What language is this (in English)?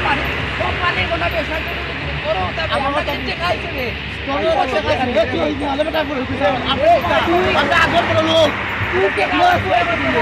Sylheti